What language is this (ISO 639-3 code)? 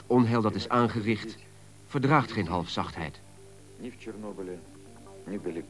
nld